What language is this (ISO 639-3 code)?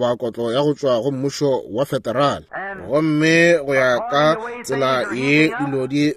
nso